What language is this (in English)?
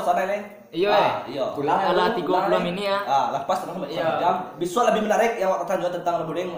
Minangkabau